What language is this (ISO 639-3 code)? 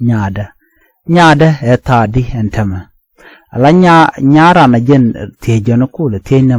nus